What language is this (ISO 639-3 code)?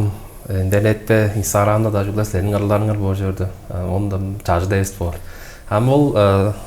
tyv